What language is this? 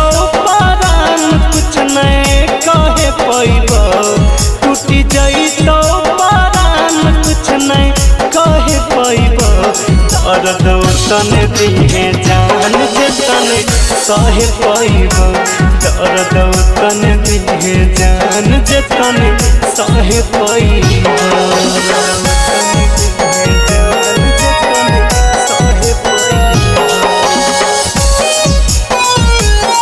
Bhojpuri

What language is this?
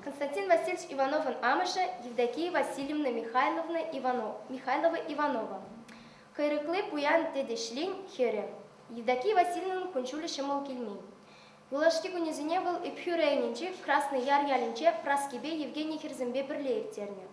Chuvash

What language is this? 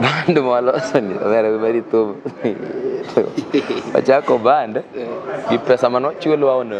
Luo (Kenya and Tanzania)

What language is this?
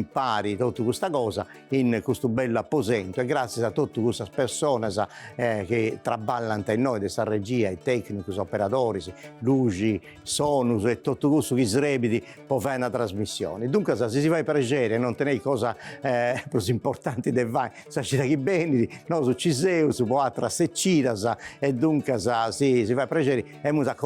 Sardinian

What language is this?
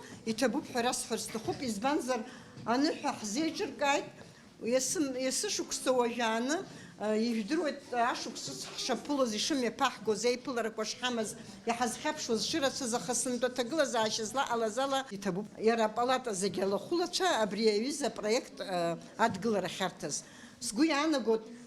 Abkhazian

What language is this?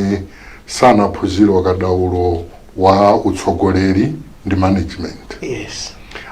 Nyanja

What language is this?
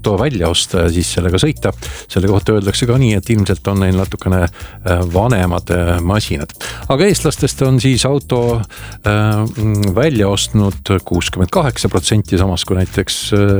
Estonian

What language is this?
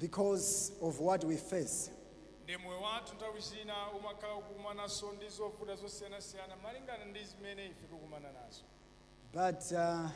Nyanja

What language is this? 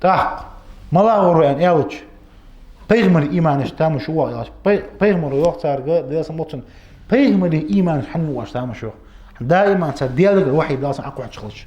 Ingush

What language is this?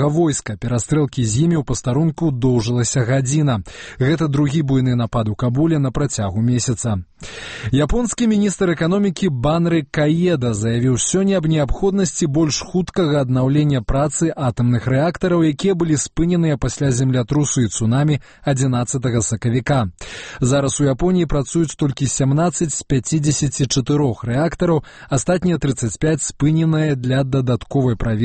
Belarusian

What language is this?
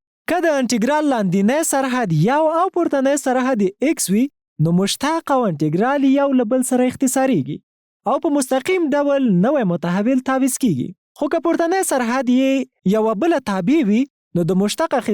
Pashto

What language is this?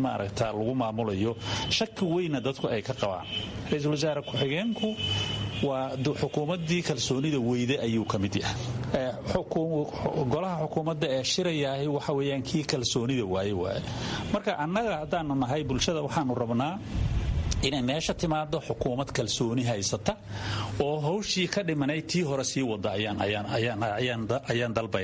Somali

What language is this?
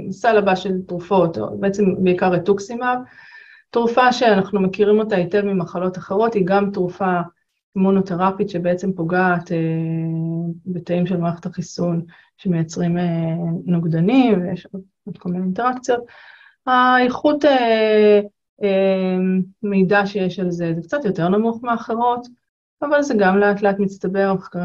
Hebrew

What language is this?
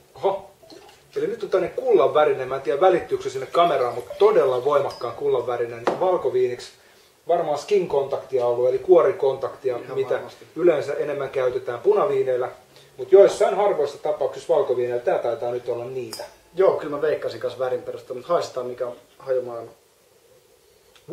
Finnish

